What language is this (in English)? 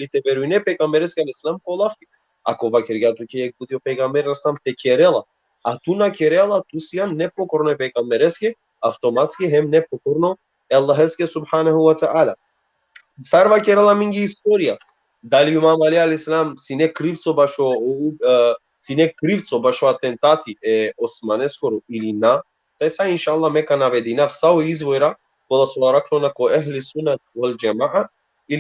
Balkan Romani